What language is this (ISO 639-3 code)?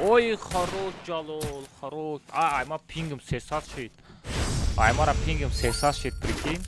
tgk